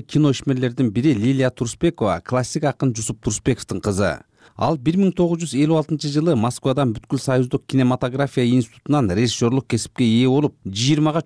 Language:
Kyrgyz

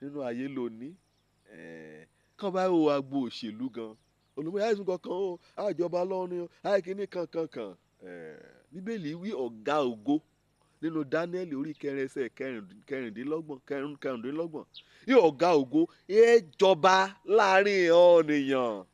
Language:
Yoruba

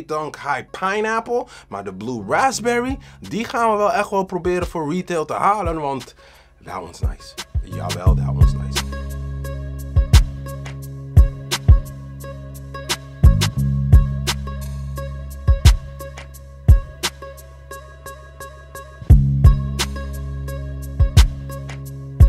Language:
Dutch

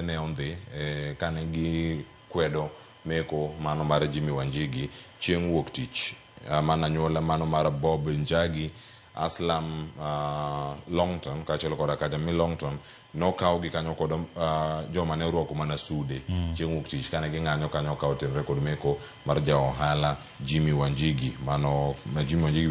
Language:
Luo (Kenya and Tanzania)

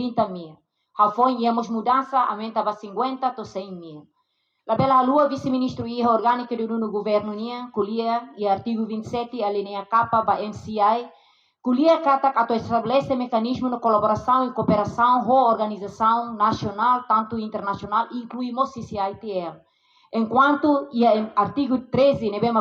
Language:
Tetum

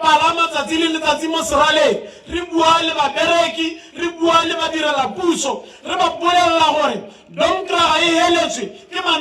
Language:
Tswana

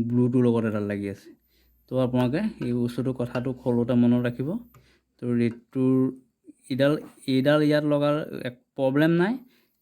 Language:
Assamese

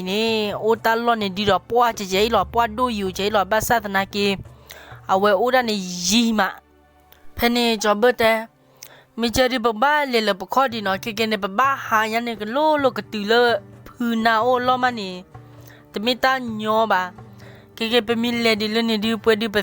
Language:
S'gaw Karen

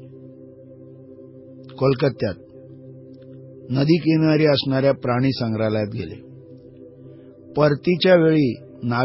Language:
Marathi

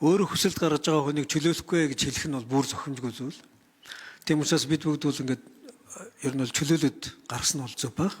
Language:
Mongolian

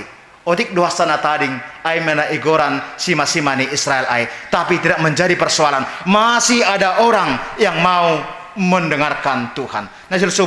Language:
Batak Simalungun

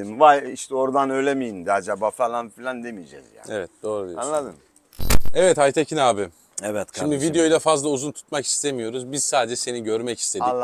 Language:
Turkish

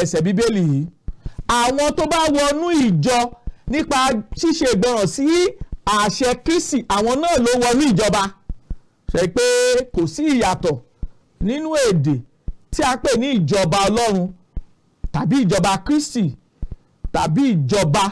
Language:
Yoruba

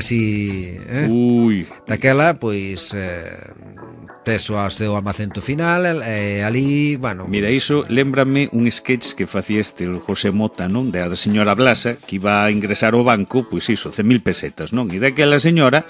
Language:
Galician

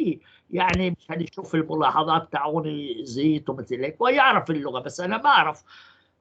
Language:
North Levantine Arabic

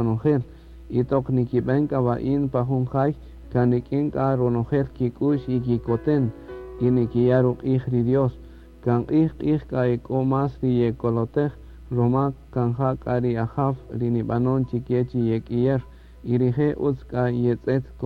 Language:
Kaqchikel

